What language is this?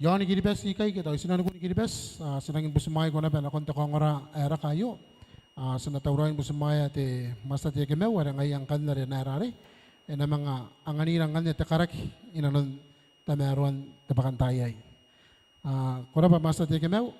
Gilbertese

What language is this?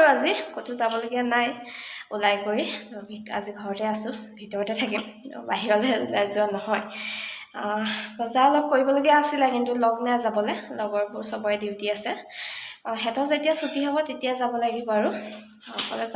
Assamese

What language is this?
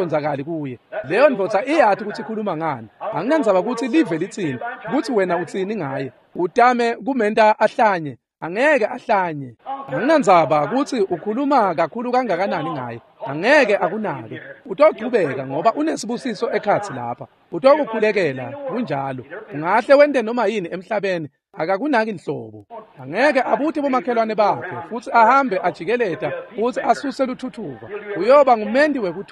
Swati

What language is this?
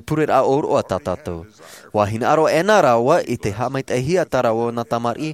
Tahitian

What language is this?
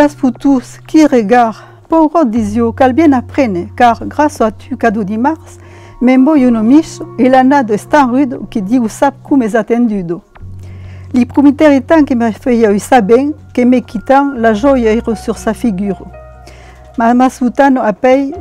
Occitan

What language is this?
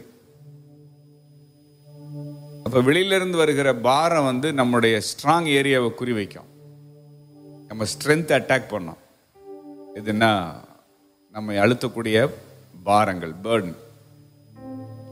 Tamil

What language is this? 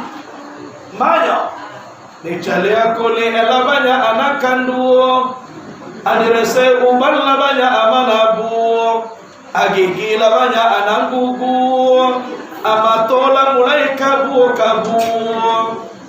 Minangkabau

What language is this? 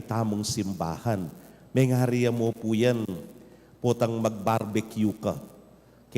Pampanga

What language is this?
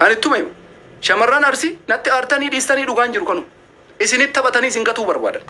Oromo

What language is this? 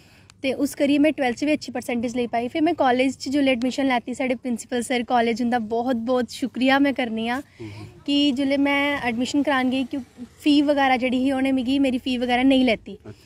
Dogri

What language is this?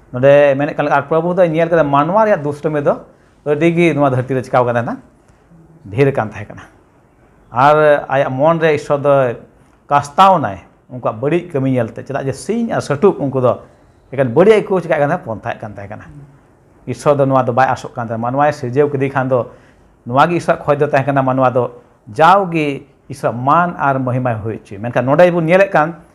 Santali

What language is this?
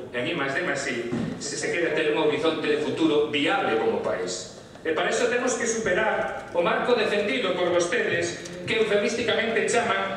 Galician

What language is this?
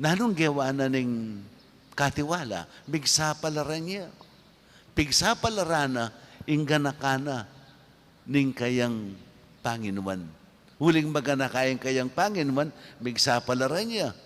Pampanga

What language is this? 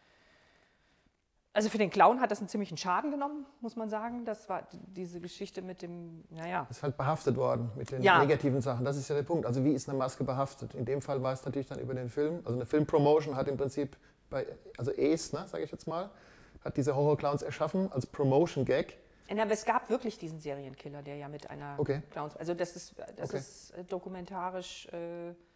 German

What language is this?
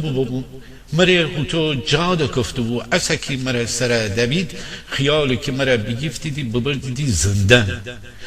Gilaki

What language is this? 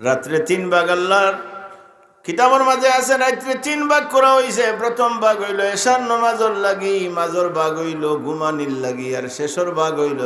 Sylheti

